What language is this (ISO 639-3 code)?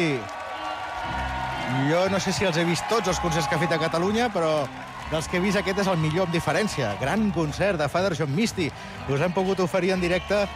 cat